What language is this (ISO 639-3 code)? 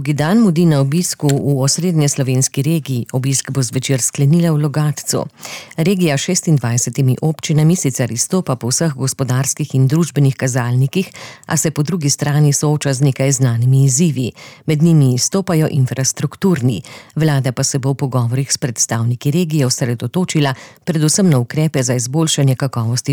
slv